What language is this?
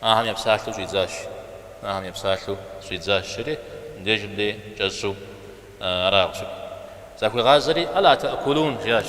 Kabardian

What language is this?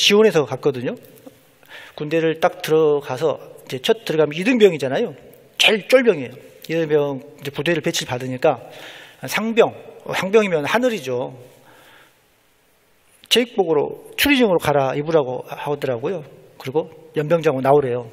Korean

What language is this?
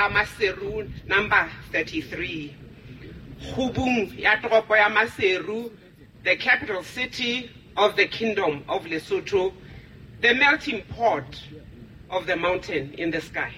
Southern Sotho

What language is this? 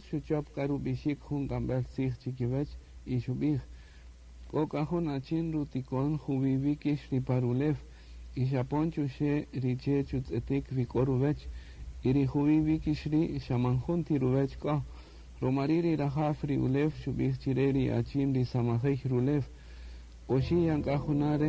Kaqchikel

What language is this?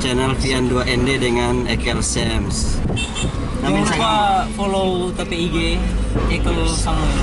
Manado Malay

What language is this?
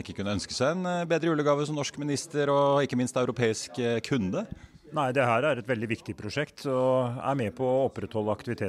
Norwegian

